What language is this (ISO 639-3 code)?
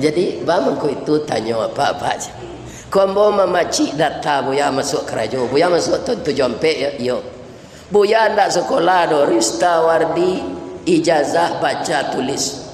min